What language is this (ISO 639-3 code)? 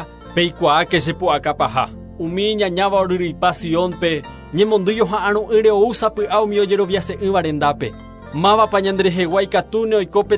grn